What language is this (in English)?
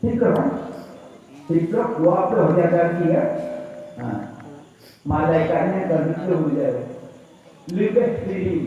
Achinese